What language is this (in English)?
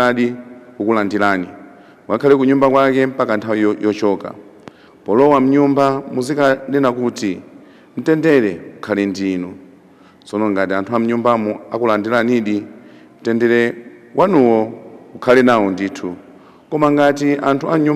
Nyanja